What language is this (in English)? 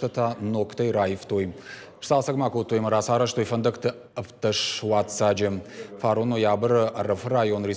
Ossetic